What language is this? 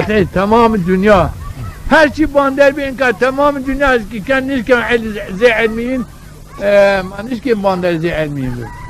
Zaza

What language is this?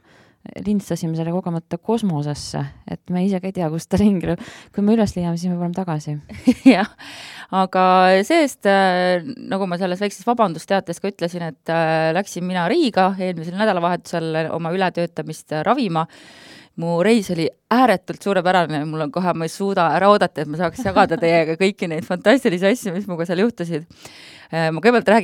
Estonian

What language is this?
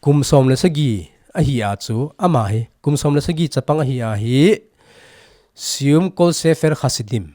Thado Chin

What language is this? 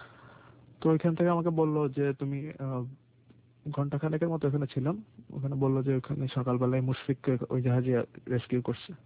Bangla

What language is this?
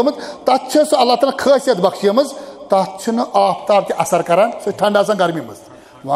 Kashmiri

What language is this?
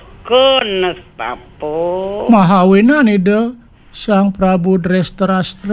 Balinese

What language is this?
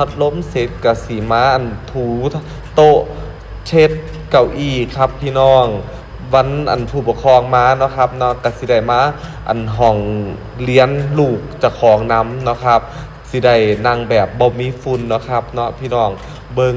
Northeastern Thai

